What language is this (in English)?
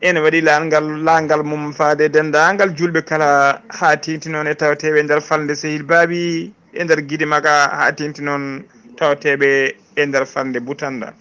Fula